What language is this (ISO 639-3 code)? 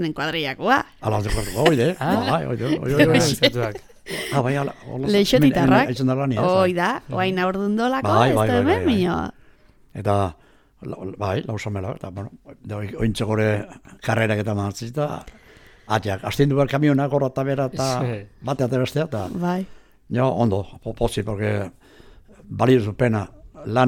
eus